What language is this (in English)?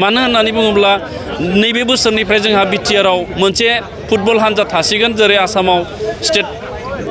Bodo